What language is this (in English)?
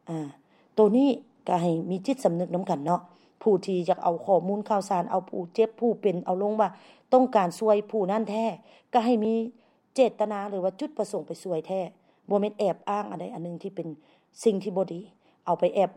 Lao